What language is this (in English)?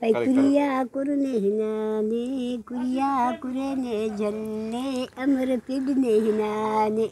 Brahui